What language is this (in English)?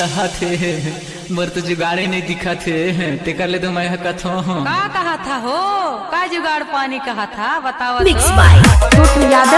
Chhattisgarhi